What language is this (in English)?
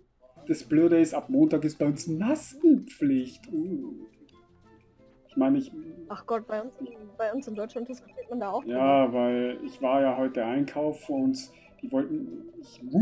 German